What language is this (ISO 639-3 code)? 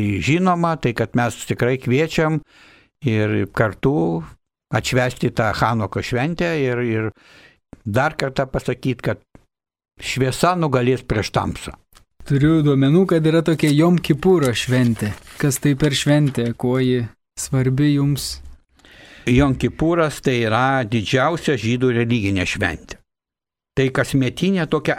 lit